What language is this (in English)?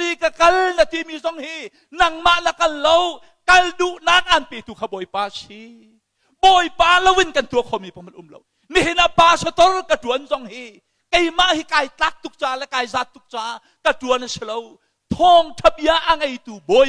Hakha Chin